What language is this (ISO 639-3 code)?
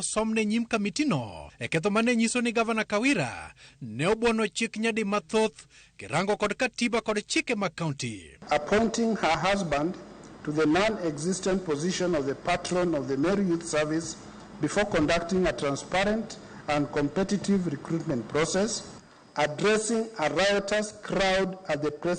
luo